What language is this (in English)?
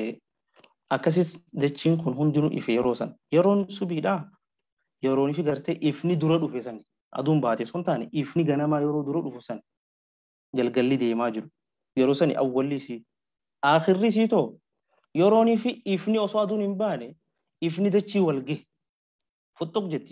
Oromo